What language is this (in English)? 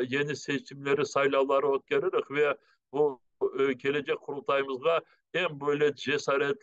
Crimean Tatar